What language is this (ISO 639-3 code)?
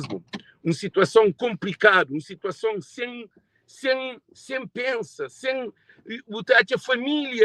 kea